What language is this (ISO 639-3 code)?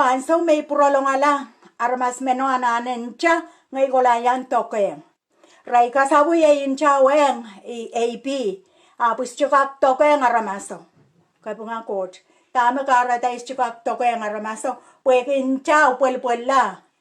pon